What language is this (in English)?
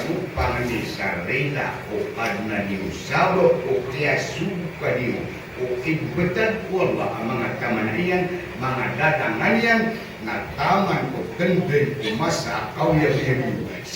Maranao